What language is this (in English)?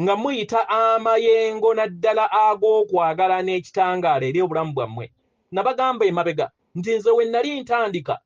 Ganda